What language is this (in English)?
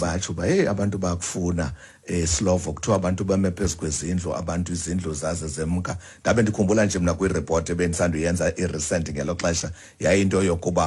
Xhosa